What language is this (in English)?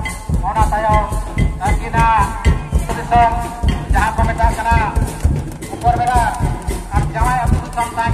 Santali